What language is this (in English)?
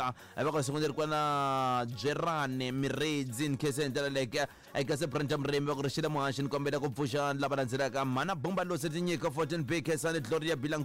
Tsonga